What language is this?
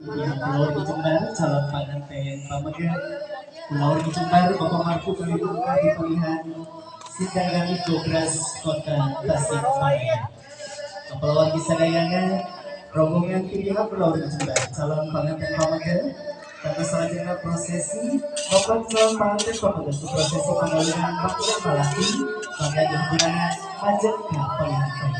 Sundanese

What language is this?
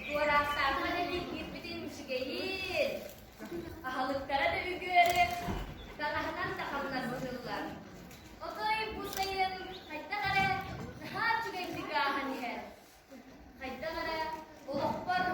Yakut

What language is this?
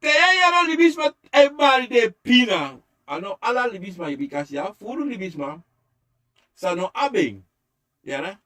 Sranan Tongo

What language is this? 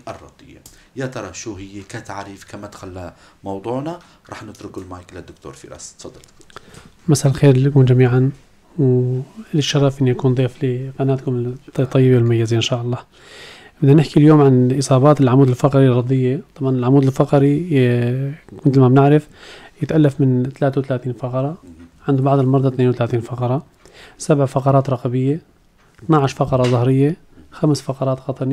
North Levantine Arabic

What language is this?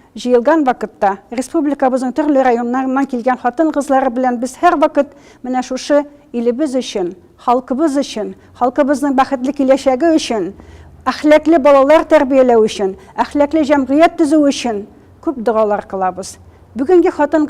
Tatar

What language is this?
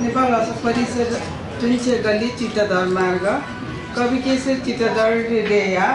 Newari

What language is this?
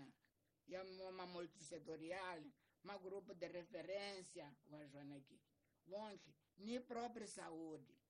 Tsonga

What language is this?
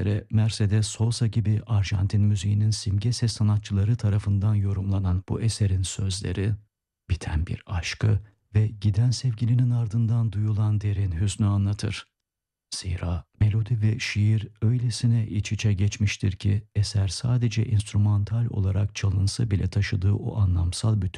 Turkish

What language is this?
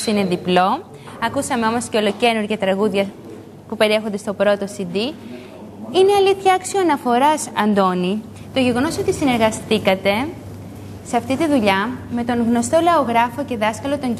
Greek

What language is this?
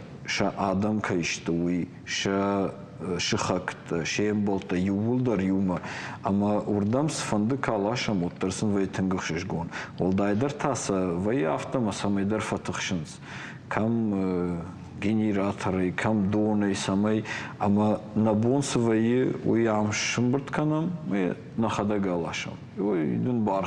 Ossetic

